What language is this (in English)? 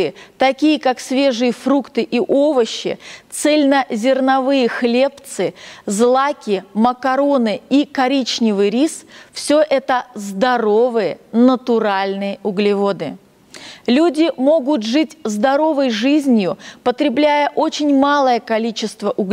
Russian